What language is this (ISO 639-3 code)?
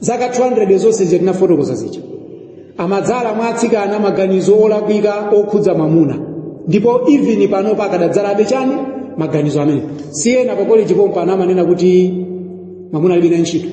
nya